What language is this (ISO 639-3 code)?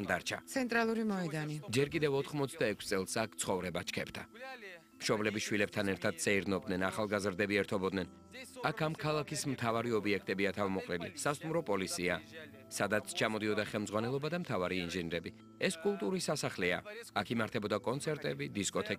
kat